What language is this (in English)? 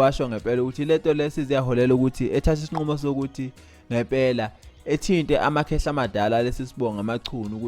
Zulu